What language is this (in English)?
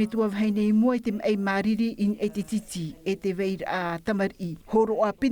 Tahitian